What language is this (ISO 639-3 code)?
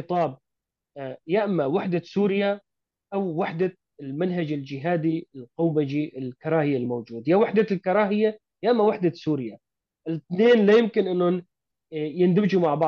apc